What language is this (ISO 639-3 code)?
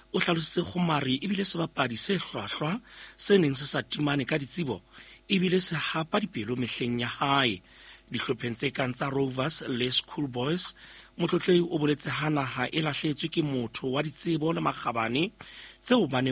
sot